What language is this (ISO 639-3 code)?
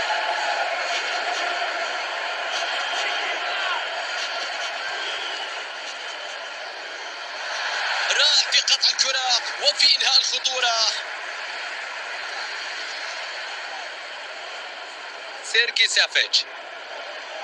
ara